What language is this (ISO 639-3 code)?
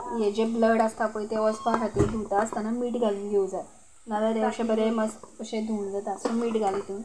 kok